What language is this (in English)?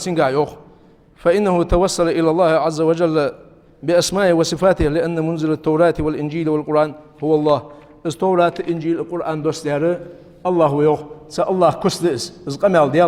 Ingush